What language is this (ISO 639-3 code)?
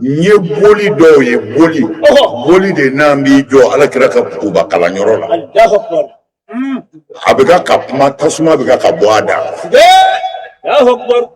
bam